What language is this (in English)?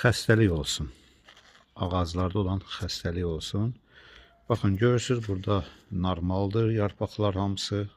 Azerbaijani